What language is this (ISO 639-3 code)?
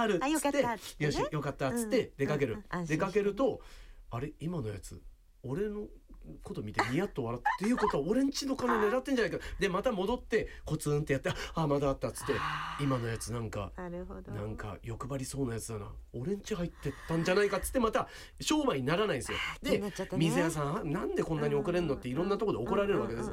jpn